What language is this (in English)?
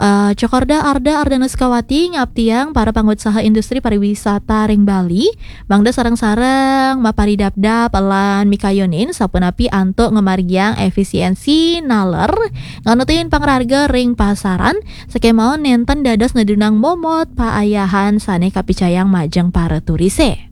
Balinese